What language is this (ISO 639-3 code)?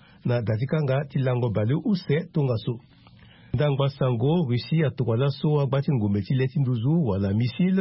sag